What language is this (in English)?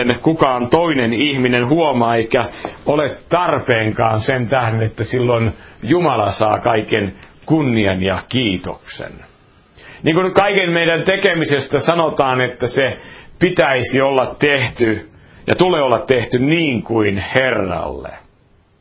Finnish